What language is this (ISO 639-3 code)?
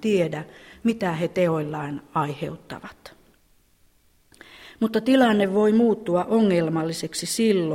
fin